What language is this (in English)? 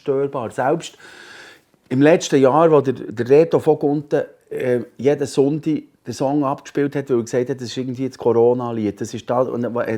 Swiss German